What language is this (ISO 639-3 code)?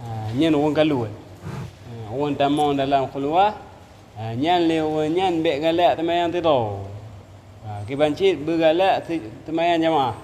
ace